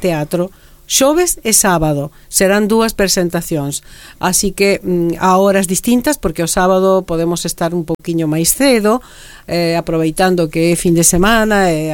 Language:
Galician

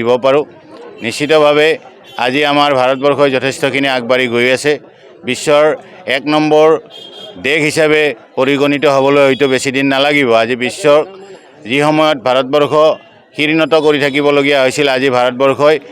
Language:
Assamese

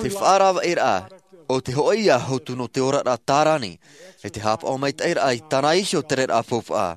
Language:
Tahitian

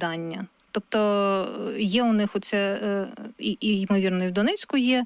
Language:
Ukrainian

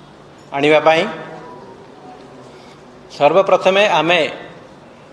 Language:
Odia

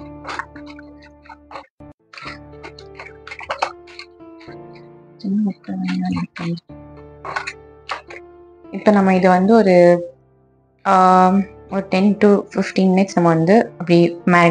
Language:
Tamil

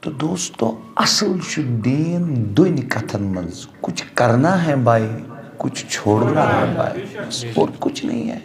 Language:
Kashmiri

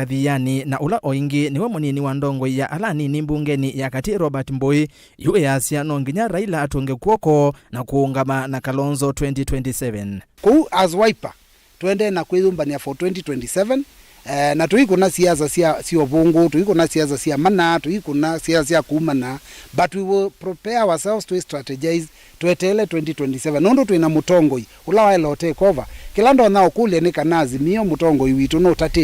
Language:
Kamba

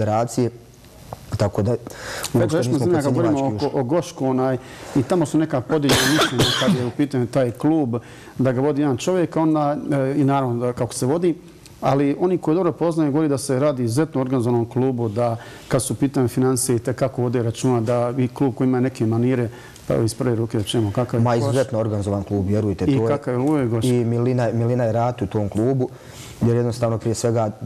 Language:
Bosnian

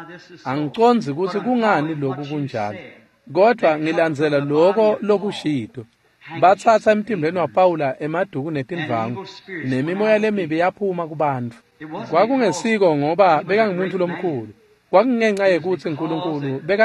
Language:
Swati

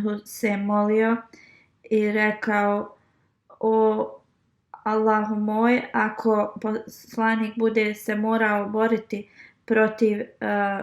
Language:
Bosnian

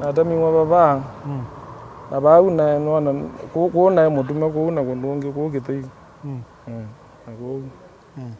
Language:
Kamba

